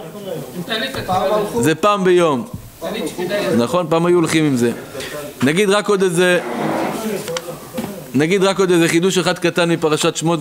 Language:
Hebrew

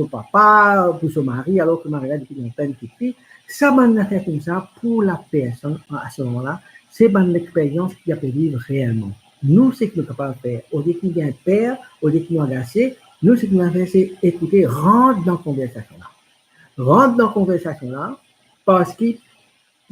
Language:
Morisyen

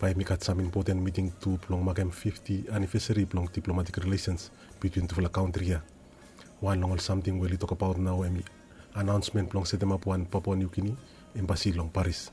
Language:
Bislama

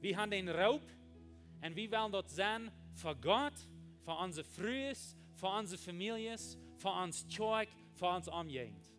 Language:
Plautdietsch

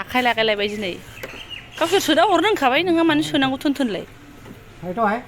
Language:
Bodo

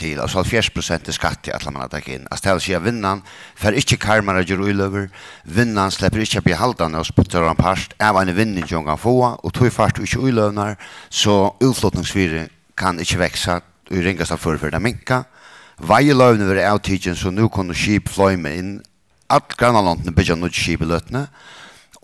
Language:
Faroese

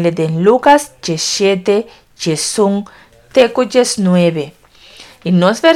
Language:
Papiamento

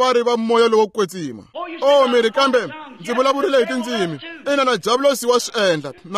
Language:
Tsonga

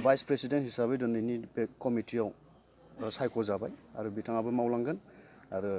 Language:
Bodo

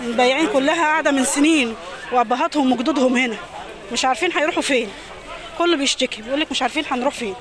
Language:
Egyptian Arabic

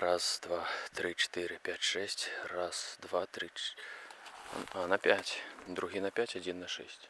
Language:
Belarusian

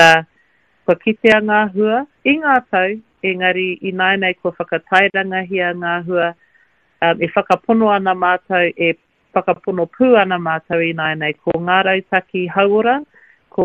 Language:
Māori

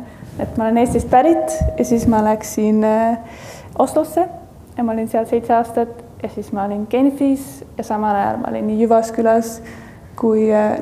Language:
Estonian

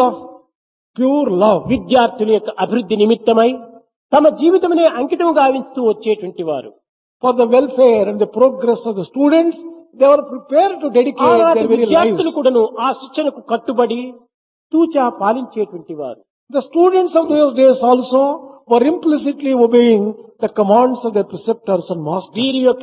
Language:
Telugu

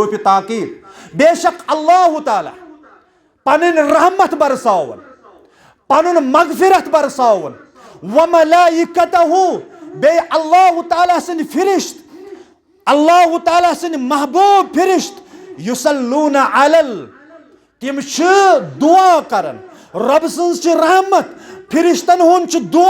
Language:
Kashmiri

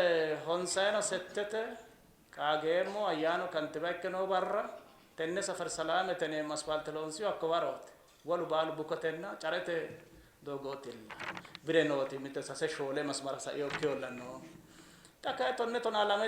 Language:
Sidamo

